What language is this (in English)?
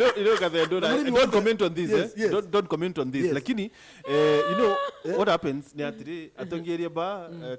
Meru